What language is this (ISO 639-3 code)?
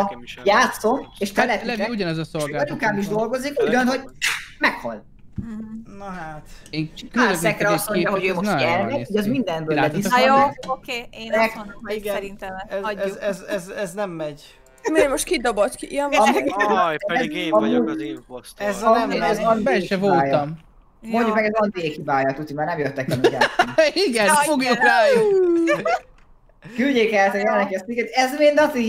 hun